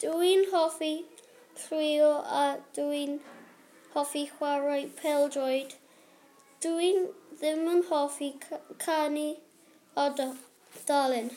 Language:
Welsh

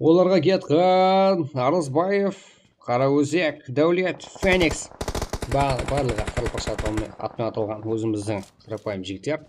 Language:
Kara-Kalpak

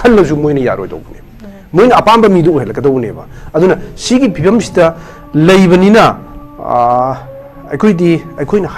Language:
Manipuri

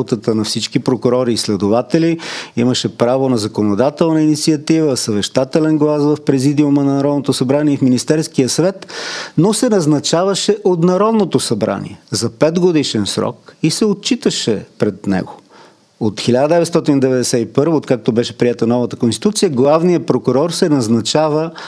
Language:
Bulgarian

